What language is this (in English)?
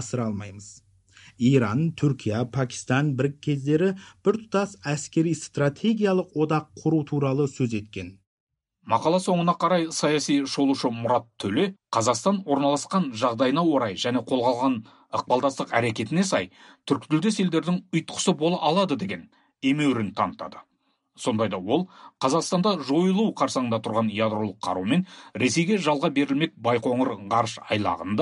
Kazakh